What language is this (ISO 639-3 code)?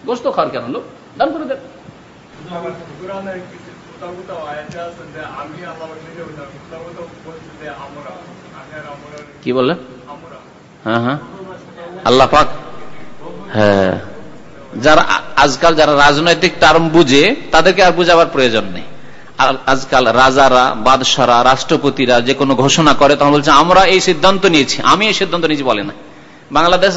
ben